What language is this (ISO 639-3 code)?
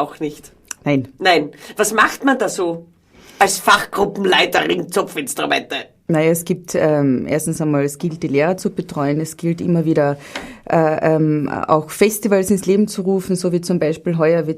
bar